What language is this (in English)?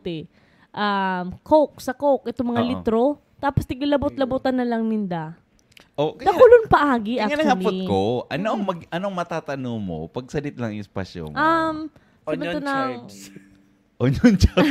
Bikol